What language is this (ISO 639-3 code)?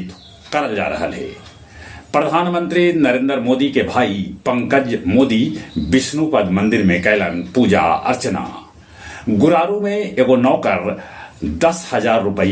mag